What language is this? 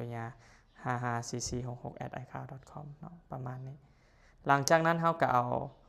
Lao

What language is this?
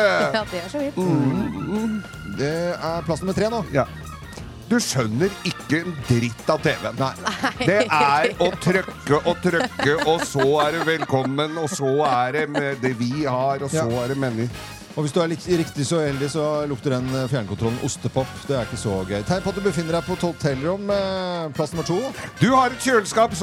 Norwegian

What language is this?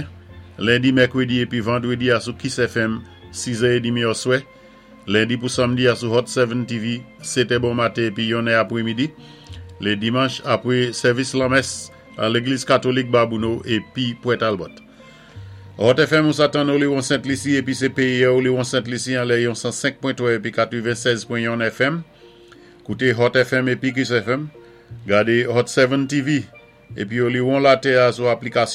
Saint Lucian Creole French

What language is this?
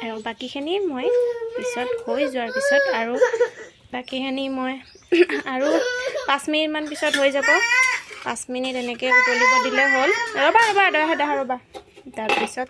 Assamese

